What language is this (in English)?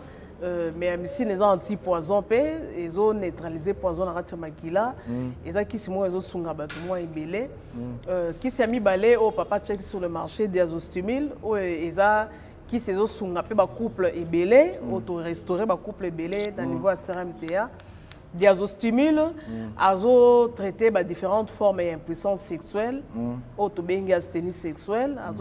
Lingala